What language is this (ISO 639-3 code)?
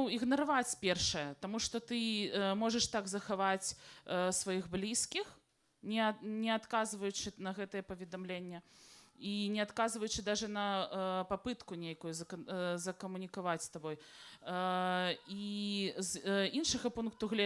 bel